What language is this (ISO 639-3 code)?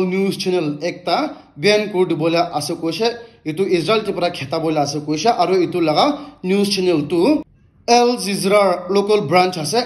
nag